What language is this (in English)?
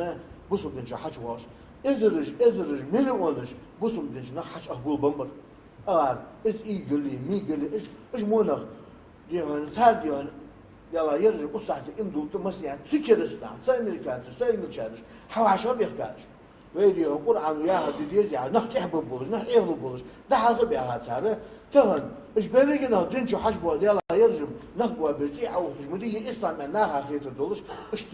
Ingush